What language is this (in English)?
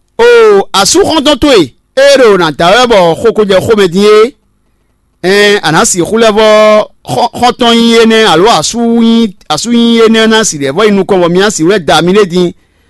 Fon